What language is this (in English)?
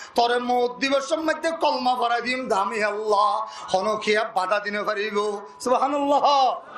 Rohingya